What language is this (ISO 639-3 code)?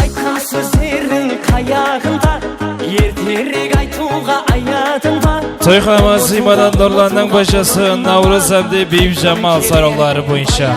kaa